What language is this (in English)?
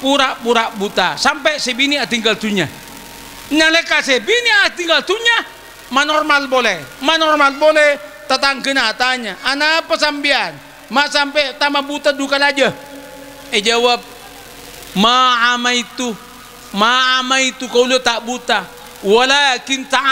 Madurese